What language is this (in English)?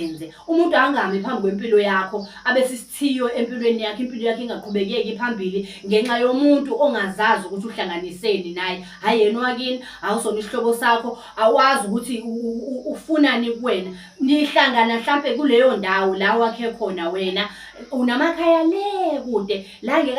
Zulu